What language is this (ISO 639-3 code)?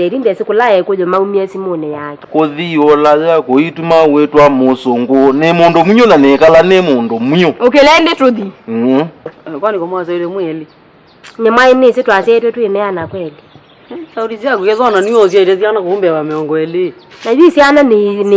kam